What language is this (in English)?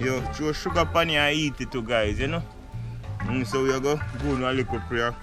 Jamaican Creole English